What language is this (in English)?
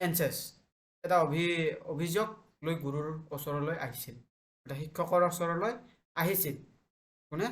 Assamese